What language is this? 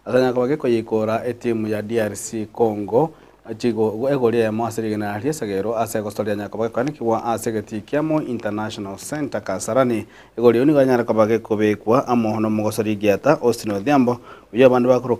Gusii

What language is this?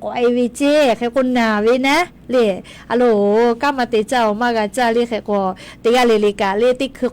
Lahu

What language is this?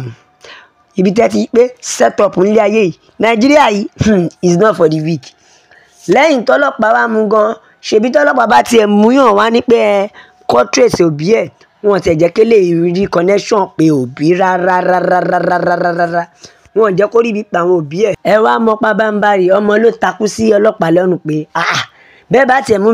Yoruba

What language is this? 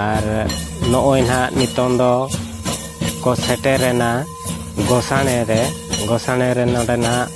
Santali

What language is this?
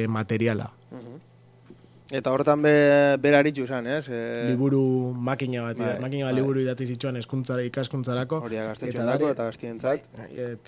Basque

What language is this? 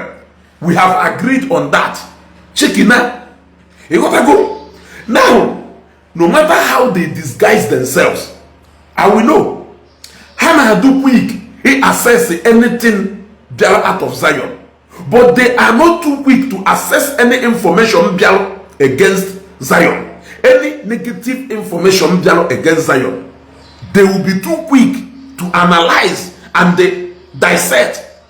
Igbo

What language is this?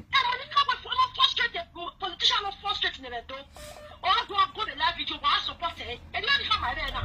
Nigerian Pidgin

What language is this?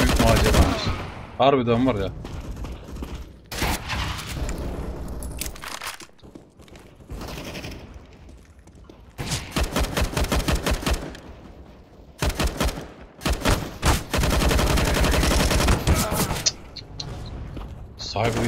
Turkish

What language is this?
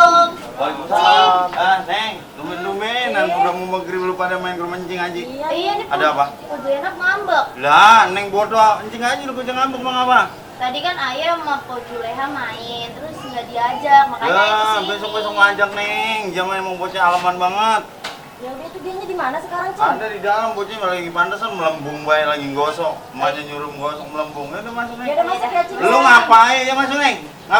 Betawi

